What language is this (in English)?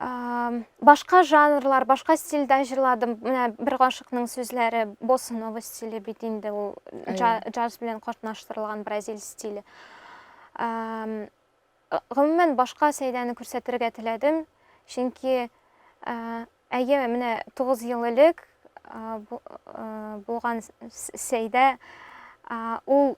Tatar